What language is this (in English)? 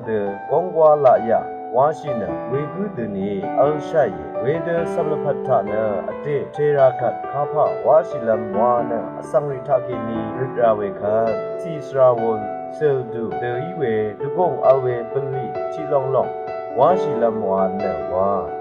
Rawang